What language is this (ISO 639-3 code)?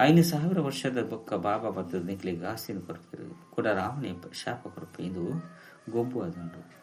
tcy